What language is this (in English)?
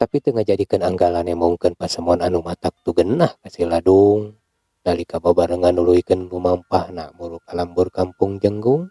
Sundanese